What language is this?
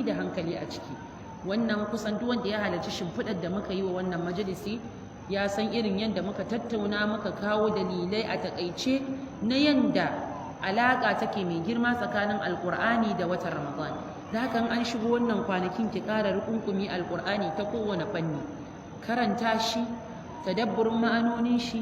Hausa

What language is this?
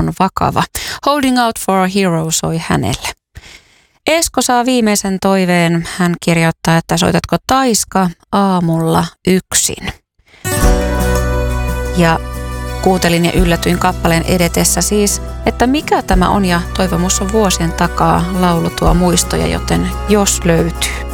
Finnish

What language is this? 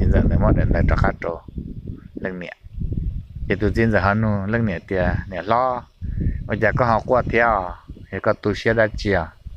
Hmong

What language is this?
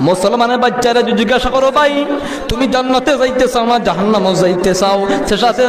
Sylheti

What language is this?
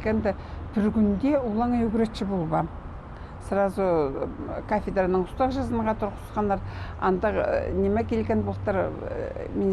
Khakas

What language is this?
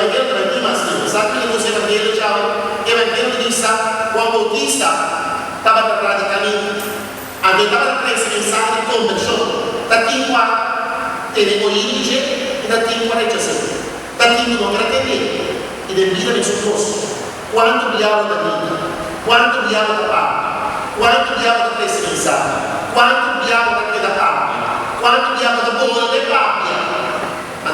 Papiamento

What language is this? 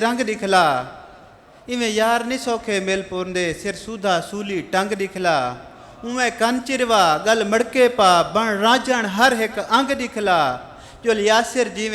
Saraiki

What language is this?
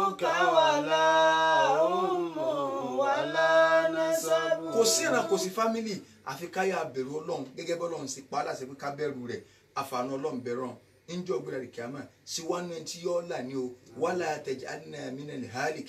Yoruba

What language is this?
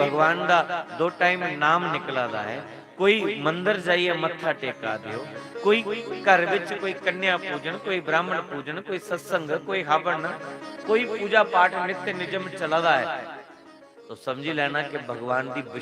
Dogri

